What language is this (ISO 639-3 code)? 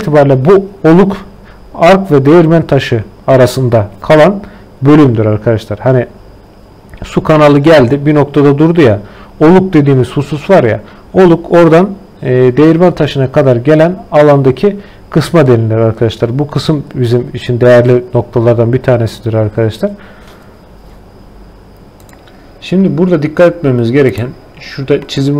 tur